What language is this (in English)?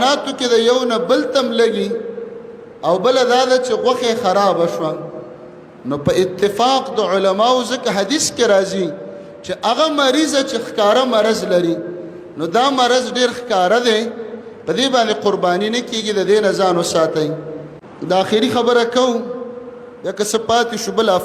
Pashto